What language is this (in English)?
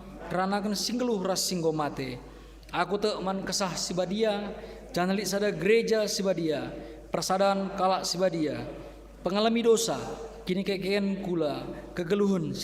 Batak Karo